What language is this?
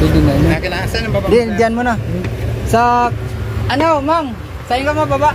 Bikol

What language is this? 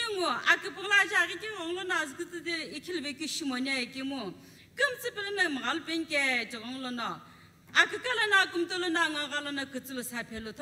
Sumi Naga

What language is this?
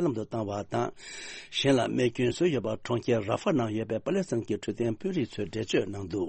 Tibetan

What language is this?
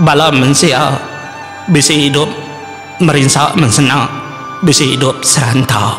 Iban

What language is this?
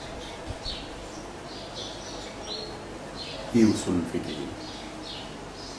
Swahili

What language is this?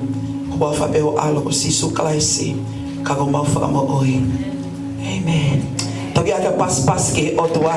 Tongan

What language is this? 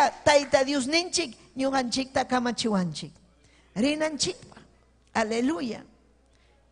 Ayacucho Quechua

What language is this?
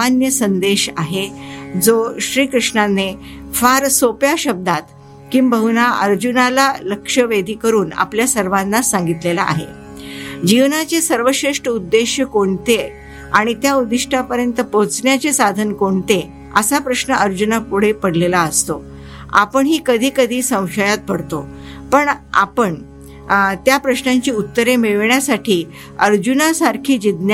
Marathi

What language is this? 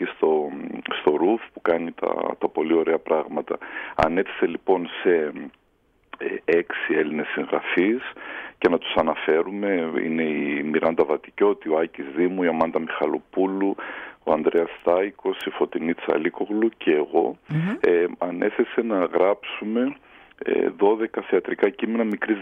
Greek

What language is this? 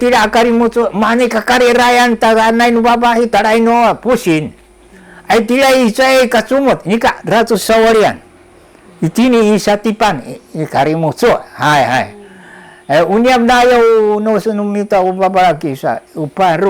Sakizaya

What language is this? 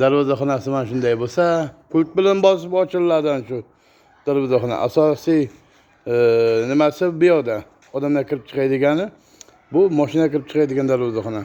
Uzbek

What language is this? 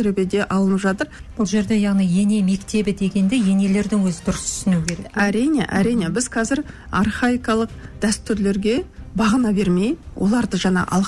Kazakh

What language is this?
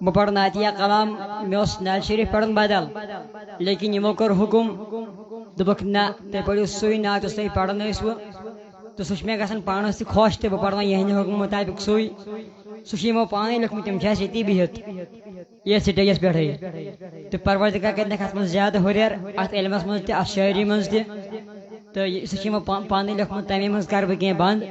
Kashmiri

